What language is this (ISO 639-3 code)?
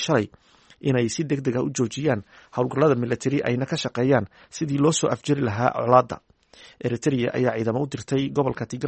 som